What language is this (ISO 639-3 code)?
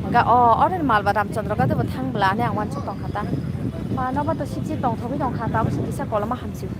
trp